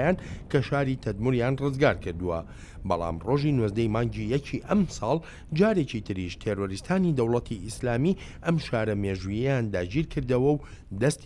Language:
Central Kurdish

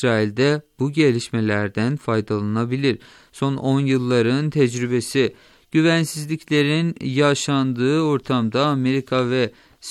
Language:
Turkish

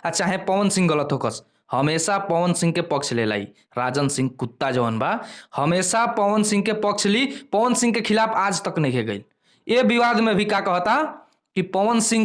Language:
Bhojpuri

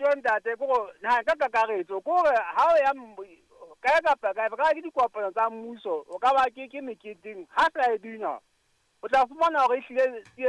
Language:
Southern Sotho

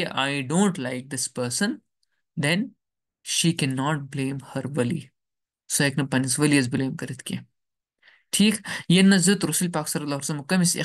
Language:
Kashmiri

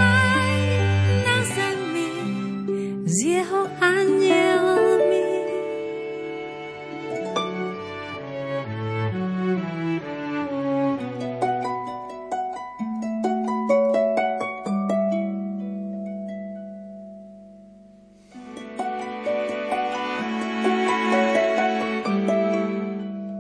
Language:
Slovak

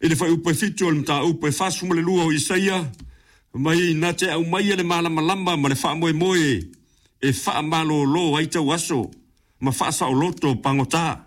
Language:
Samoan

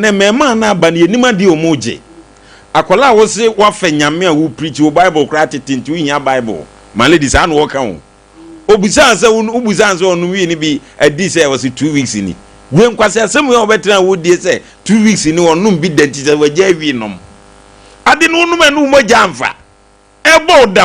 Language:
Akan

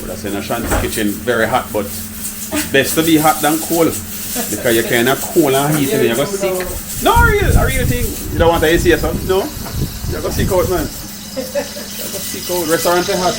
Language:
Jamaican Creole English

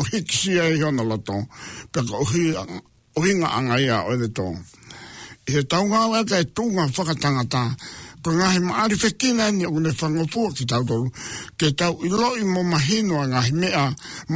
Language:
Tongan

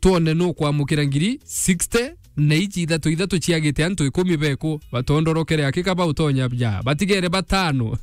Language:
Meru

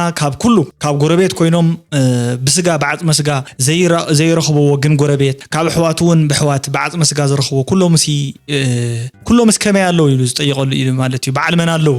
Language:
Tigrinya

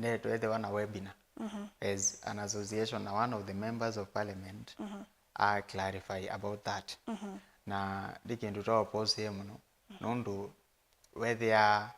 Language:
Kamba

